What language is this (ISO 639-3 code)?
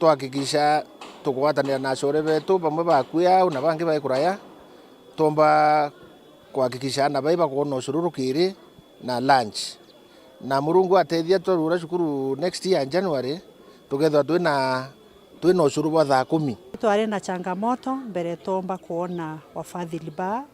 mer